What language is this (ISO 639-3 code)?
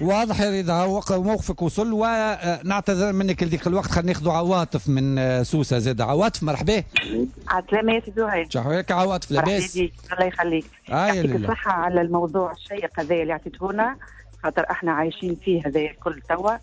aeb